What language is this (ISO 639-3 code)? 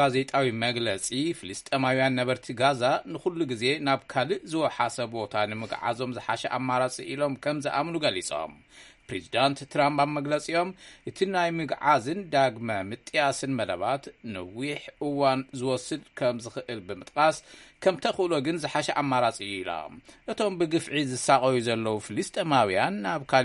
tir